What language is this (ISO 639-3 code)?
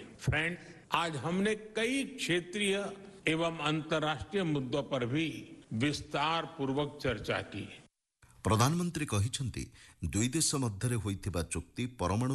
ori